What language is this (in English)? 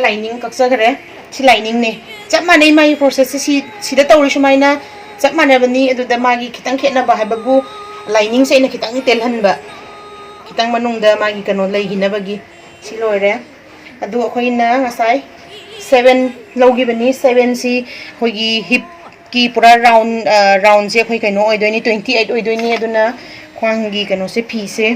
Manipuri